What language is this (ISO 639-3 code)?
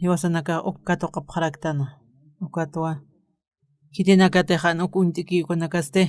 aym